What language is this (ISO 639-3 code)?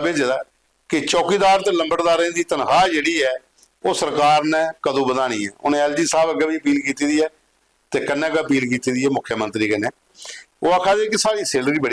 doi